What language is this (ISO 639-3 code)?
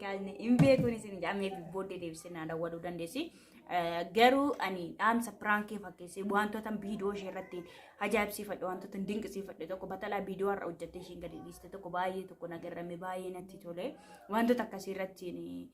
orm